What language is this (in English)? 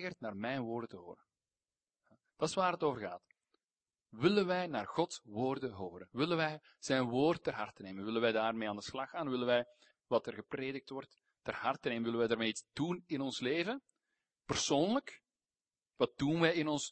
Dutch